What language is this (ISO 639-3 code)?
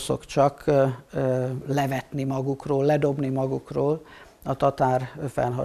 hun